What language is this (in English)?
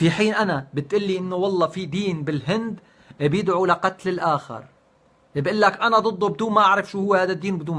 North Levantine Arabic